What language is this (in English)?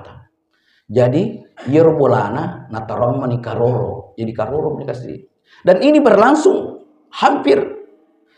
Buginese